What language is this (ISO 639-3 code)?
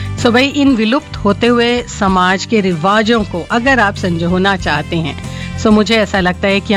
hin